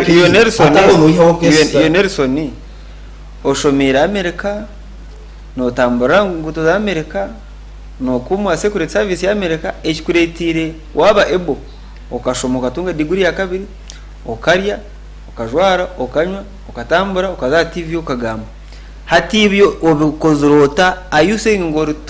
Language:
Nyankole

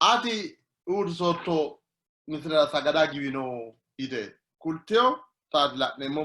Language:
Sidamo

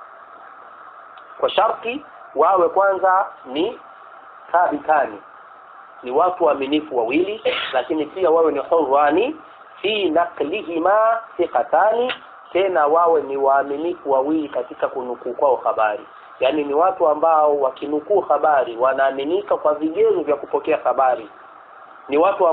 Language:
Swahili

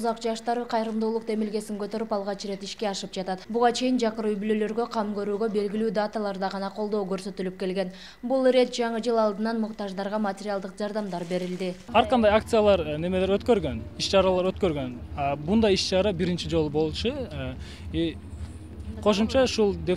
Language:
Kyrgyz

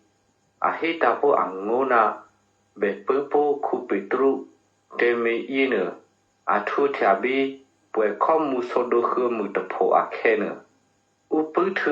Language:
Eastern Kayah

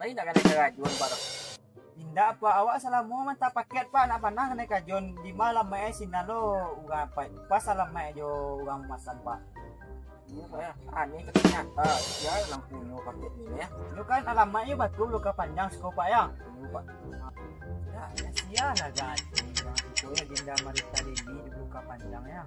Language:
Minangkabau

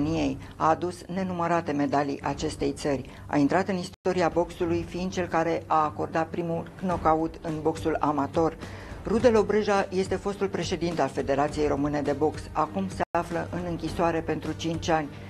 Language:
Romanian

